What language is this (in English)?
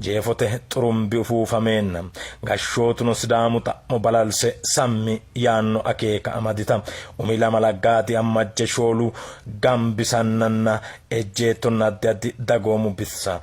Sidamo